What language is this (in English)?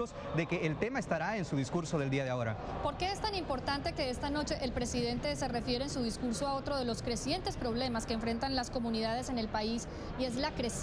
Spanish